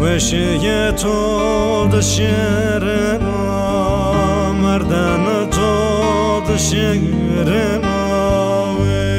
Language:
Zaza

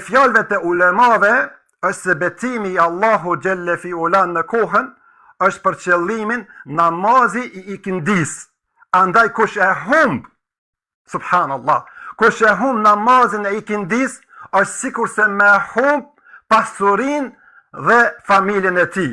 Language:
Albanian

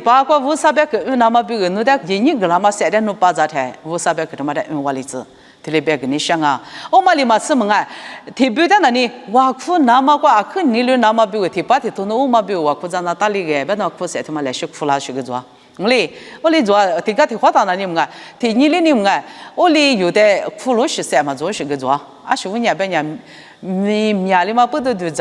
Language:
Lisu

